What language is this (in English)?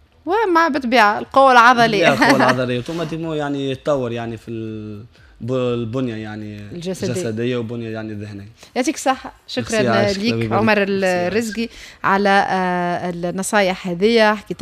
Tunisian Arabic